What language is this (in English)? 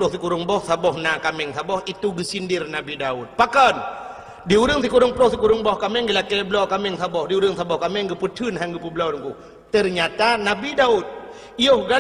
Achinese